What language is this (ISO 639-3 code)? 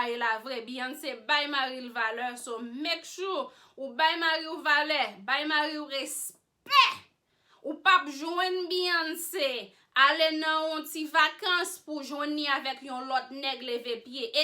hat